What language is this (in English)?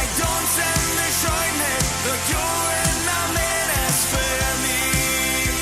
Plautdietsch